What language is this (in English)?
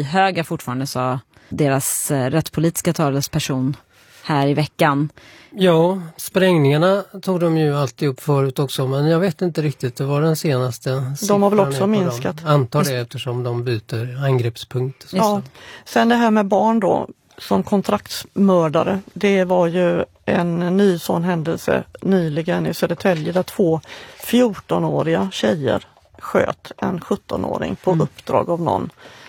Swedish